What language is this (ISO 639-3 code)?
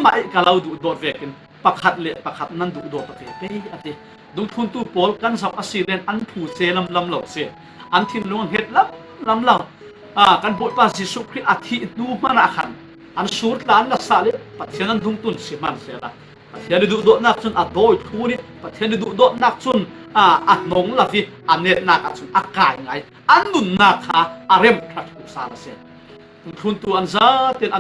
cfm